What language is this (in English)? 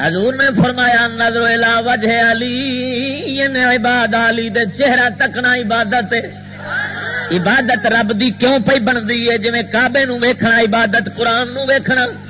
Western Panjabi